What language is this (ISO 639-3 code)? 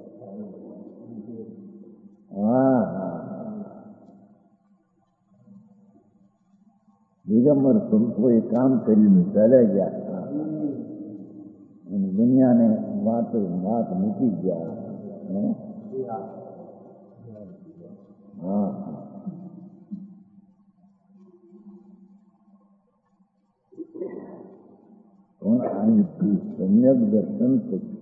guj